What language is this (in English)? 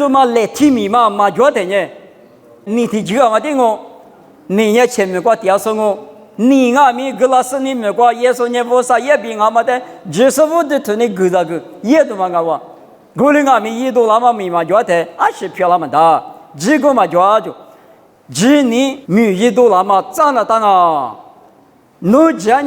Lisu